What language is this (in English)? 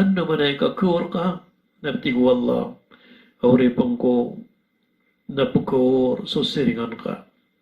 Maranao